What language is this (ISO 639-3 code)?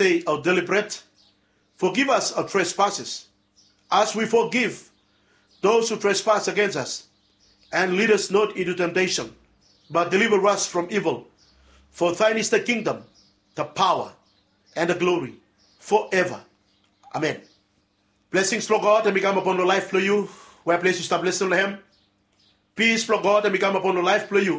bis